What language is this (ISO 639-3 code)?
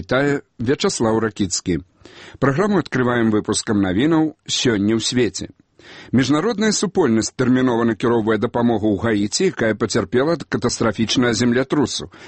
bel